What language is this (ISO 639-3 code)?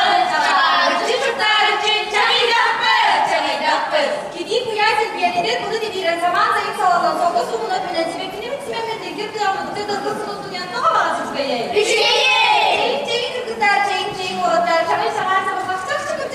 sah